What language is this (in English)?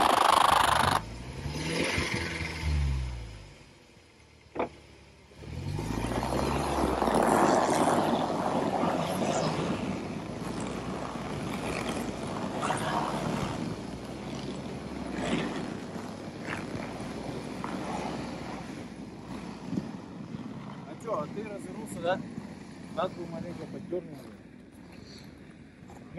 Russian